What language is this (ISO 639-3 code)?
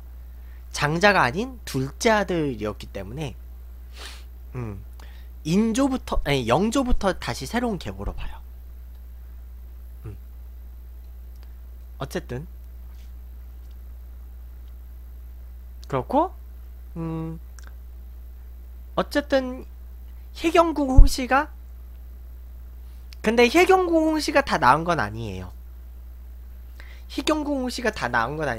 kor